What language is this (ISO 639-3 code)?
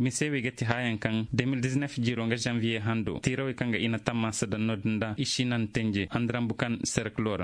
dje